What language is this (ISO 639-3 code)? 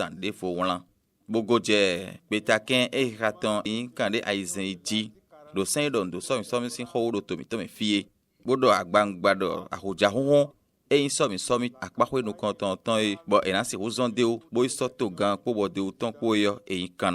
fon